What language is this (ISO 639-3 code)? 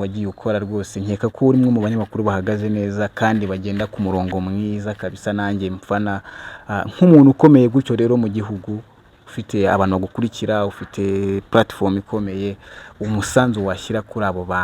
kin